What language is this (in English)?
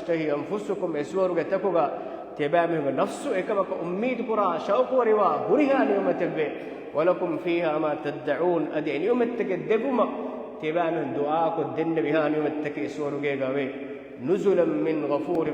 Divehi